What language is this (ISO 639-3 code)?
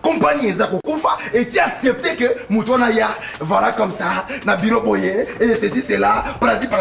lin